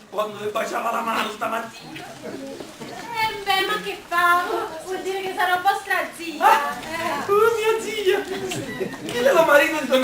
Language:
Neapolitan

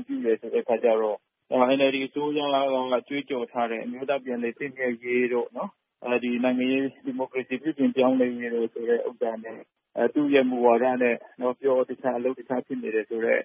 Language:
Burmese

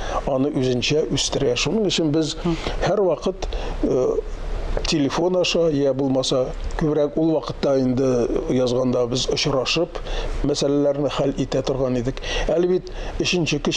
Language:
Tatar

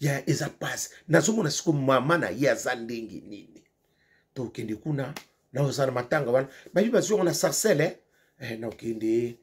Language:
Lingala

